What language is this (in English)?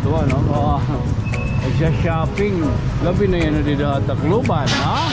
Waray